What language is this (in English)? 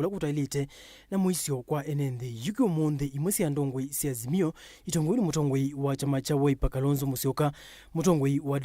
Kamba